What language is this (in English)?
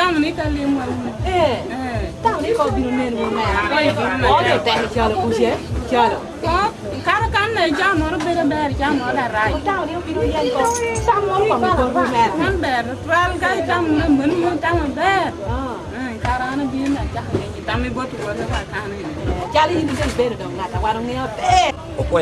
Lango (Uganda)